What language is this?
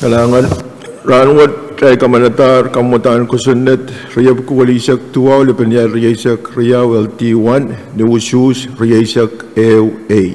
Pohnpeian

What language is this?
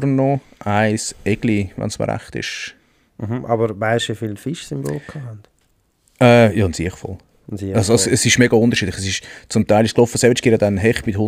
Swiss German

